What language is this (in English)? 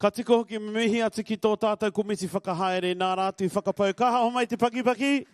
Māori